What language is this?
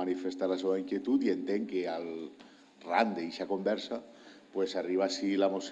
Catalan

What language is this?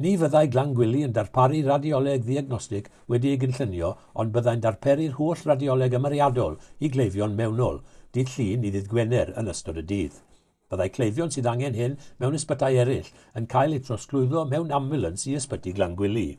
Welsh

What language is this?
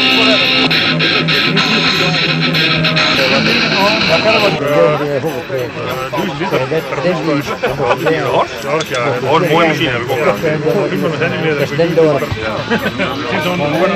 Dutch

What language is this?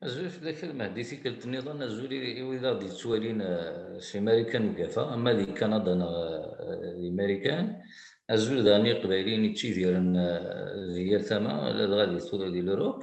Kabyle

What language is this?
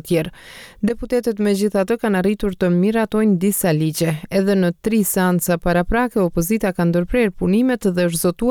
Albanian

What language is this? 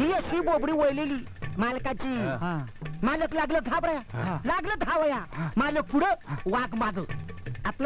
Marathi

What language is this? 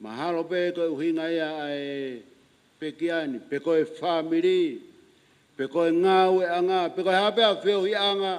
Tongan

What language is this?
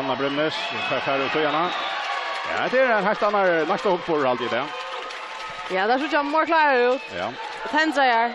Faroese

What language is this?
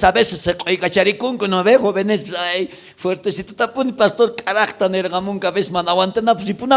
South Bolivian Quechua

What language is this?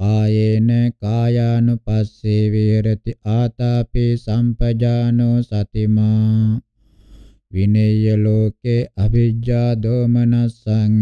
Pali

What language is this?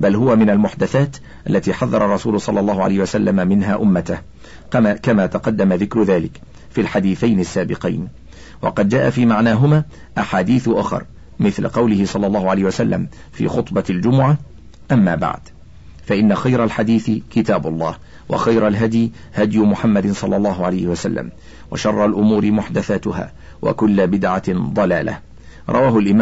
Arabic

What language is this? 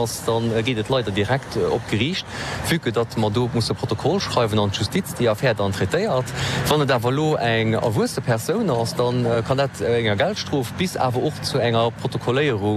Luxembourgish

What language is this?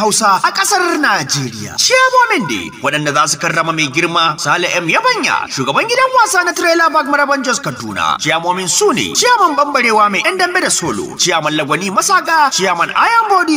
Hausa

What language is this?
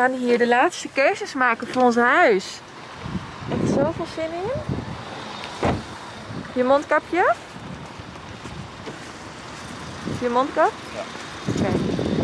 Dutch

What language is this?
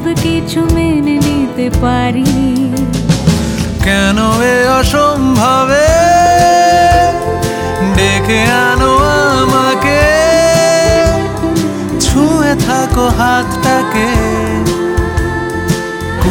Bangla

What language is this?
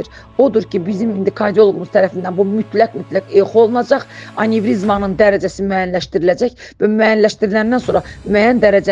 Azerbaijani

